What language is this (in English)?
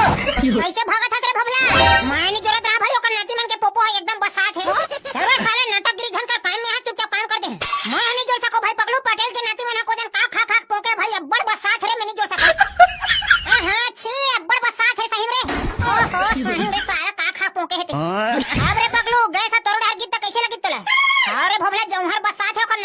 Chhattisgarhi